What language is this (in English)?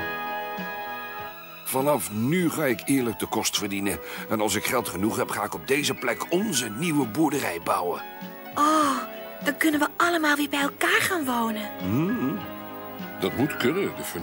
Dutch